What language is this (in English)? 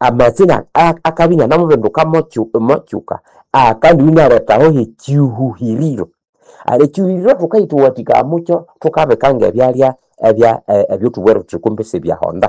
Nande